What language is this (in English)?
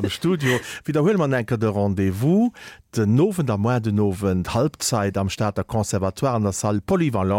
Luxembourgish